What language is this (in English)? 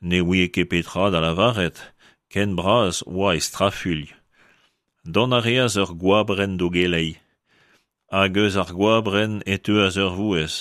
Breton